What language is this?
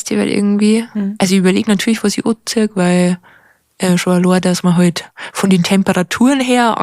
Bavarian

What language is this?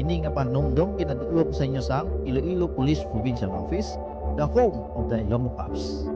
Hiligaynon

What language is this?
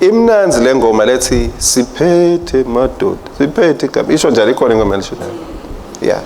Swati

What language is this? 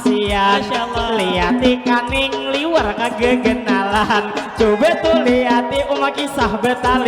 Banjar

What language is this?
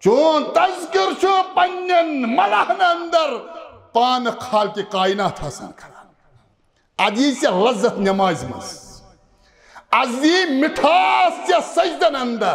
Kashmiri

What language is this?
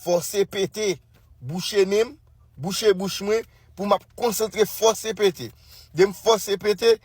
Haitian Creole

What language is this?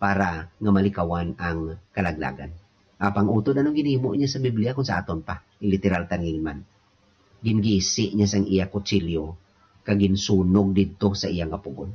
Hiligaynon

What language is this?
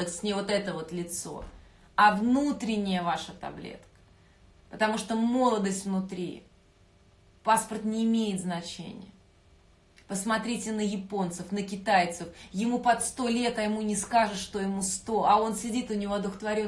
Russian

